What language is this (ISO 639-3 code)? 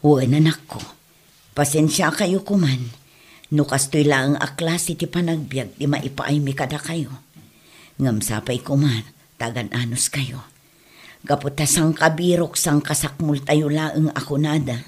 ilo